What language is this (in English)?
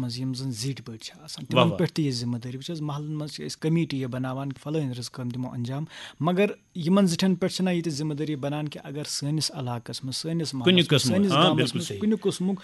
Kashmiri